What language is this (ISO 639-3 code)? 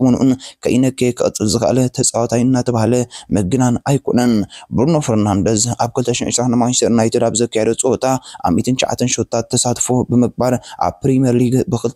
tir